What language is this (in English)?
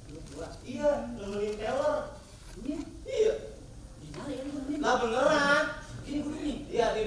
Betawi